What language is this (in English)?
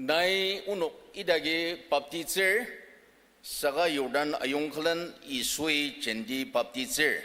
Ao Naga